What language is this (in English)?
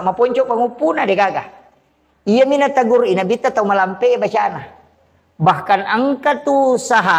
Buginese